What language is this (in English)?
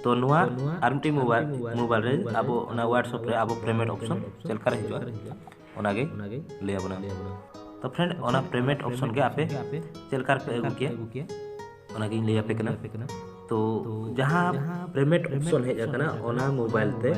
Santali